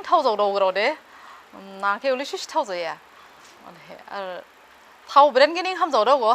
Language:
Dimasa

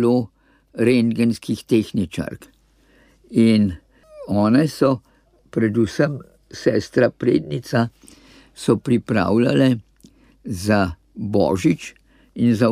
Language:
Slovenian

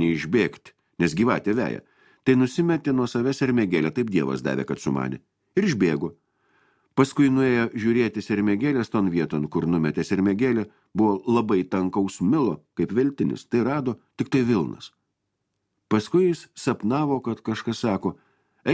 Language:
Lithuanian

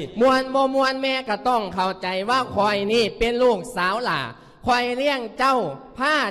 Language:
Lao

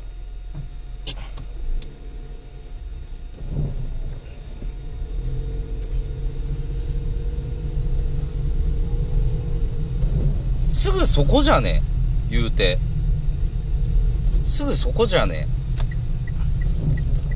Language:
Japanese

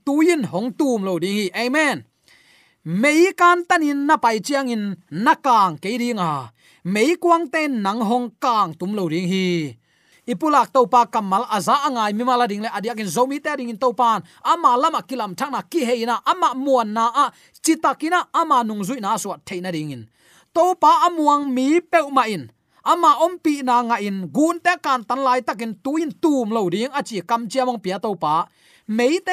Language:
Tedim Chin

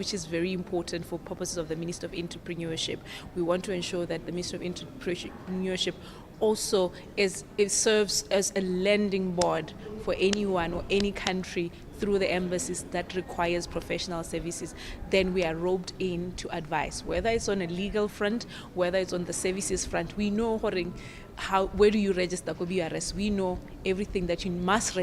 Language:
Tswana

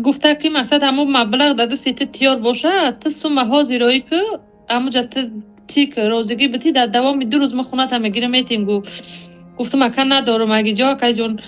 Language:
Tajik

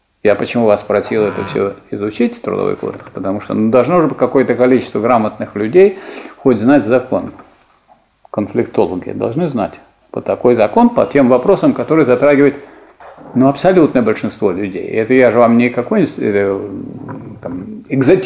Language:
Russian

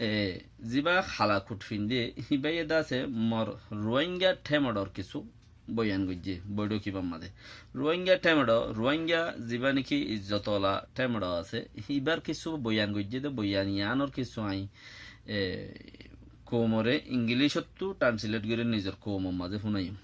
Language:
Rohingya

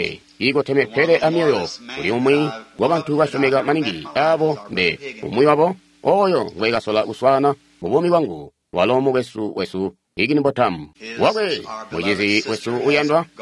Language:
Tonga (Zambia)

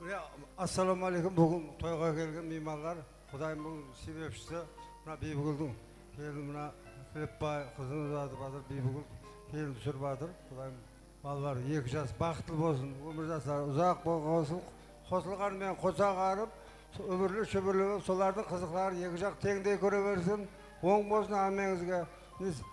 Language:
Kara-Kalpak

